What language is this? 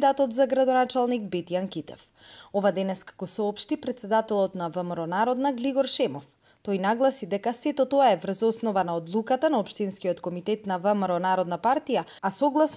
Macedonian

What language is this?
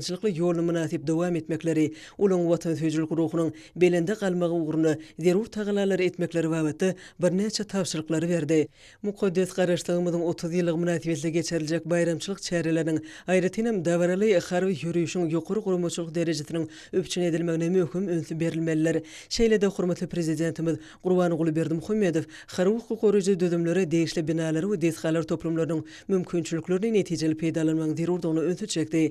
Turkmen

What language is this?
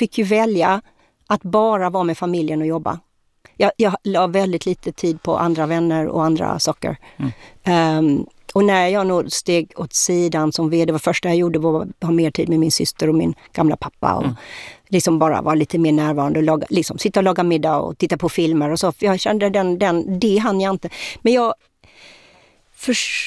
Swedish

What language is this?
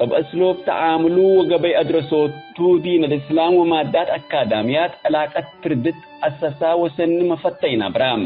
Tigre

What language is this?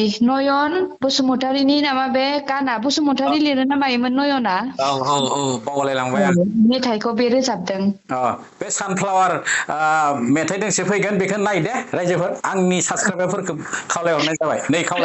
Bodo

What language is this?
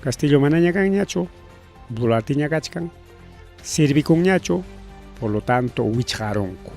Ayacucho Quechua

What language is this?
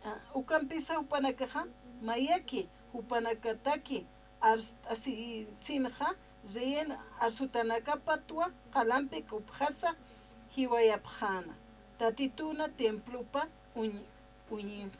Aymara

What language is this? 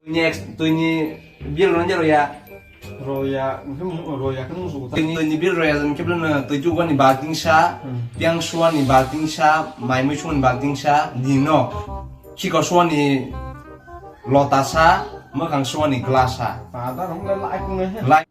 Kok Borok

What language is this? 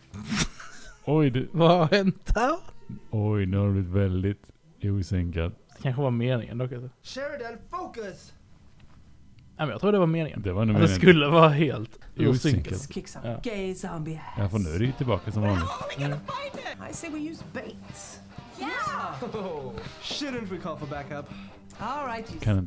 Swedish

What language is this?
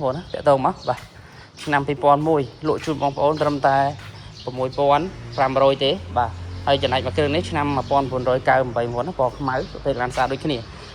Khmer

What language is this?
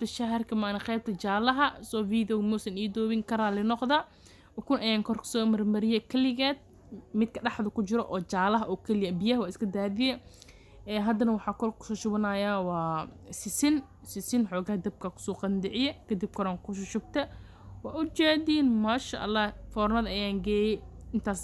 Somali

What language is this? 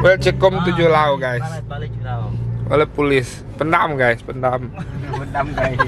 Iban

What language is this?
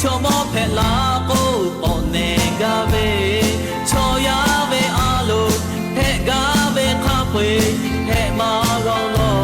Lahu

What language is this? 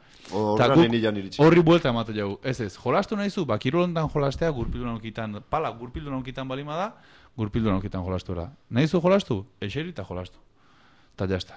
Basque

